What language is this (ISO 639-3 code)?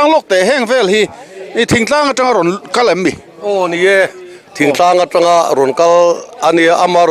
lus